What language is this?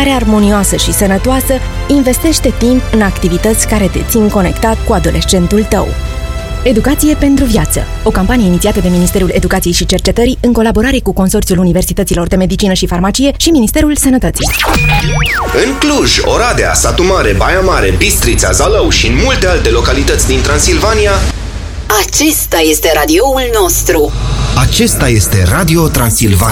Romanian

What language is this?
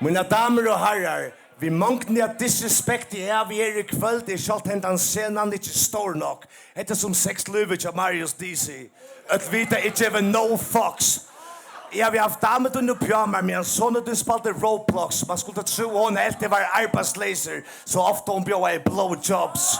Faroese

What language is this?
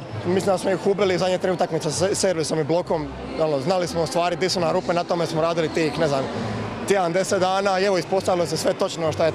Croatian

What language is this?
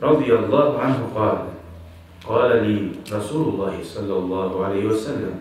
Kumyk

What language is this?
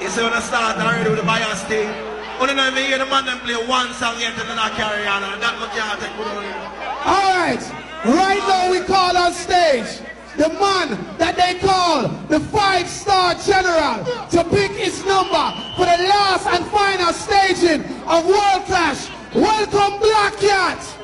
Jamaican Creole English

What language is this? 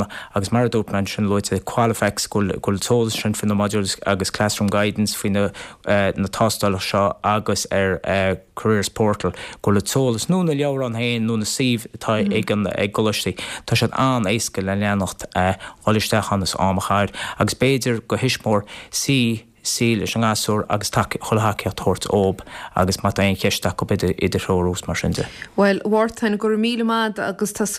Irish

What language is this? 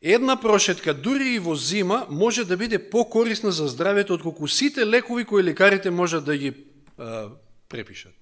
Macedonian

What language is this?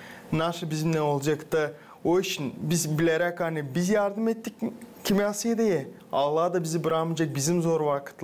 Gagauz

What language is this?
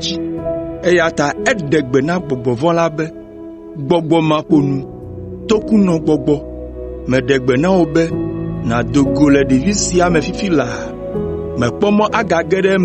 Ewe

